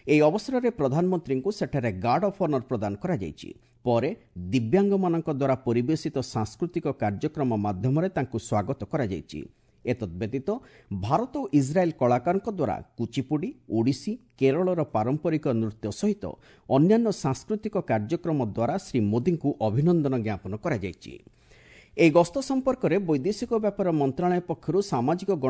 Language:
Odia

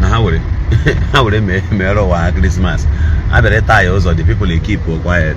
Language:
Igbo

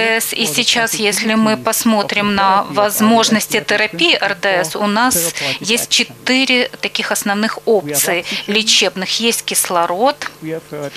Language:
Russian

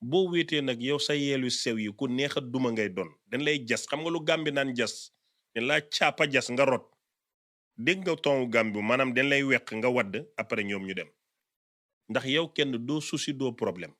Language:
Wolof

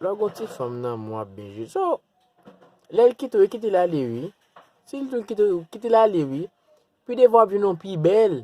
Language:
Haitian Creole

